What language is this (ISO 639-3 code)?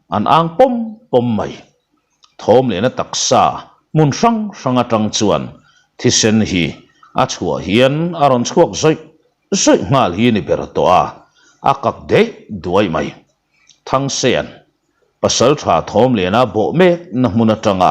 lus